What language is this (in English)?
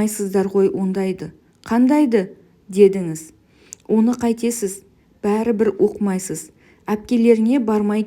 Kazakh